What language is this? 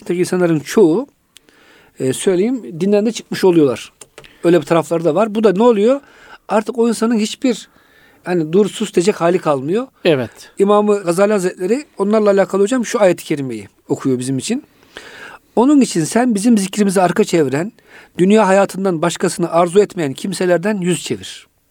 Turkish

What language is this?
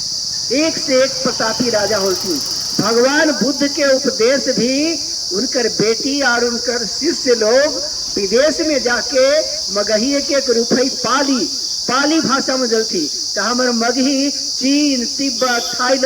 Magahi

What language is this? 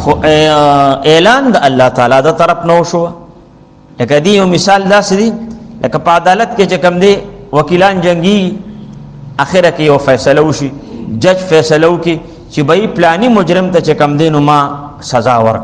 Pashto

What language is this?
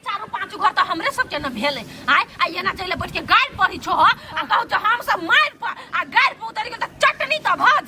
Maithili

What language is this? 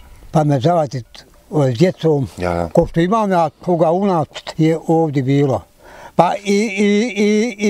Bosnian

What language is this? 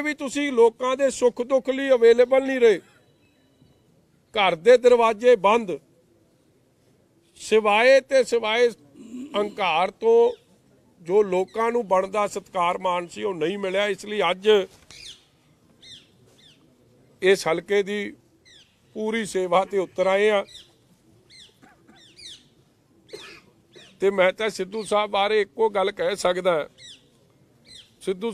Punjabi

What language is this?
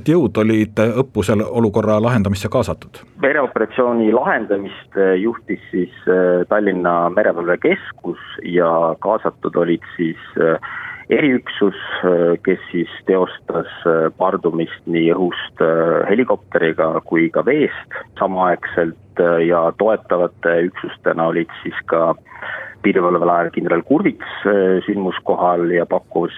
Estonian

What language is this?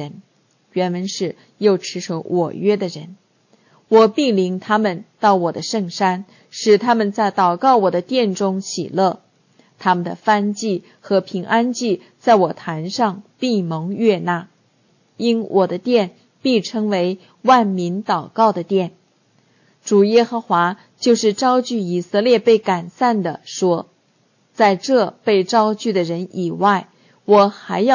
Chinese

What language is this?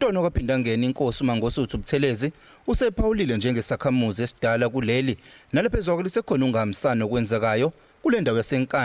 Zulu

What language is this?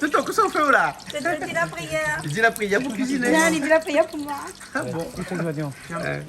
Réunion Creole French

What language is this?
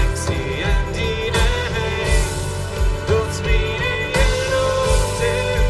Plautdietsch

